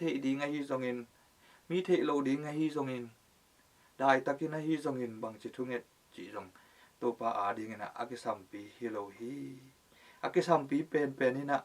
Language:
Tedim Chin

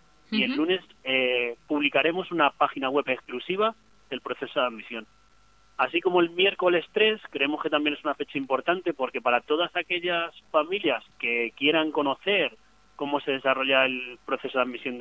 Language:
Spanish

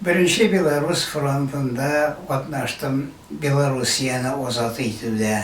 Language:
Bashkir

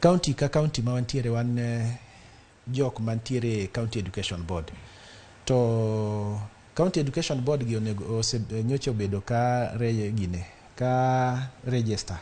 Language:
Luo (Kenya and Tanzania)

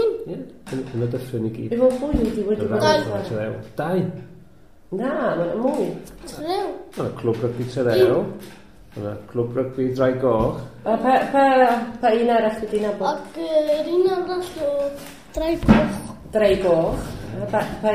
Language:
Welsh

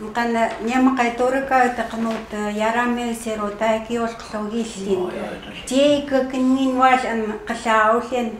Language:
Chukot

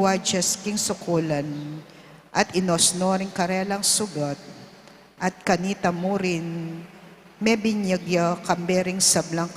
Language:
Pampanga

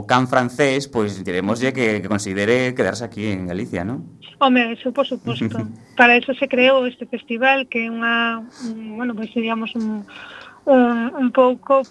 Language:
Galician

